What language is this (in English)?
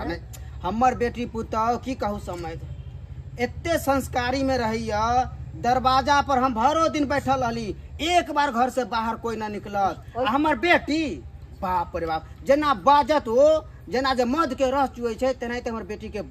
Maithili